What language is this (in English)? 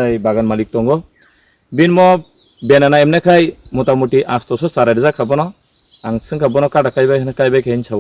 Kok Borok